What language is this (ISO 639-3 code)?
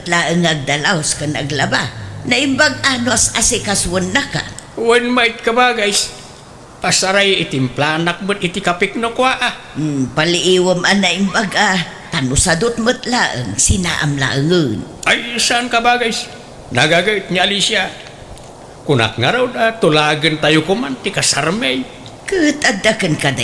ilo